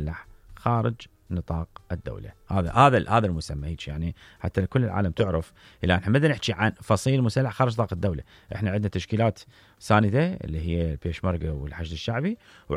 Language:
Mesopotamian Arabic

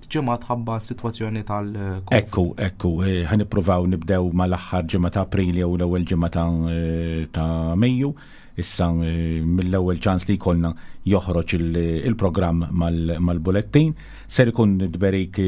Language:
Maltese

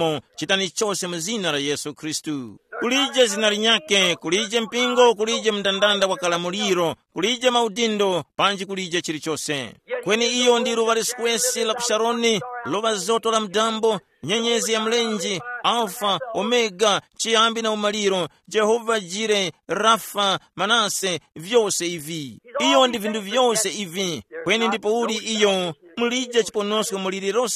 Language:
Tumbuka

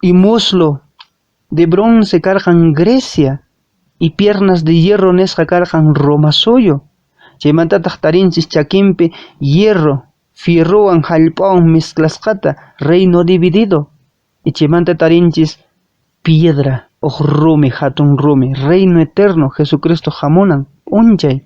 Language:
Quechua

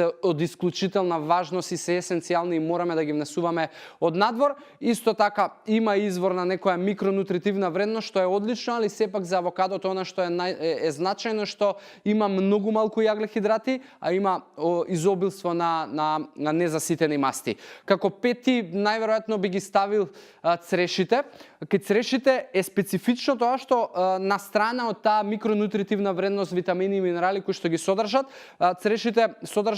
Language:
Macedonian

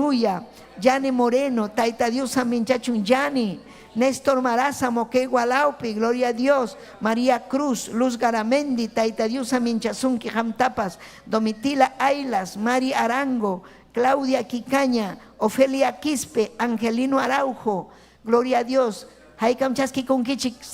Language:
Ayacucho Quechua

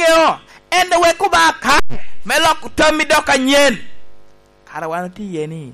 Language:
Lango (Uganda)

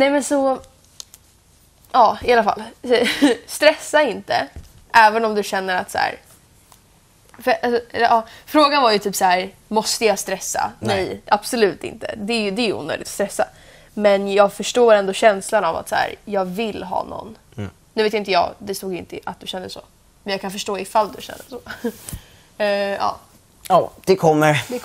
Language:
Swedish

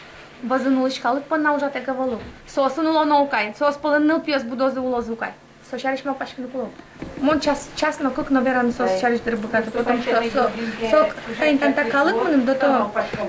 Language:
Udmurt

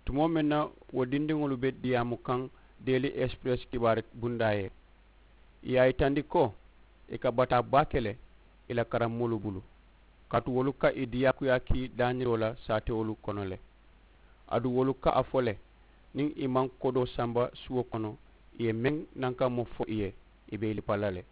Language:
Mandingo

